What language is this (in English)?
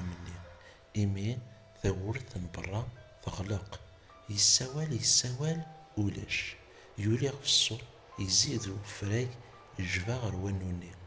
Kabyle